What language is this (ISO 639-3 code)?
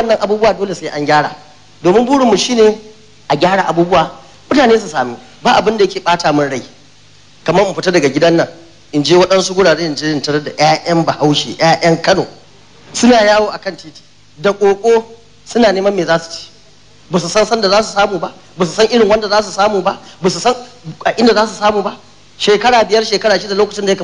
hau